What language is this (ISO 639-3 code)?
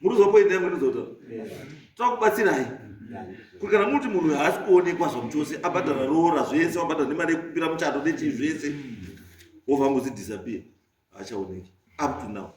sna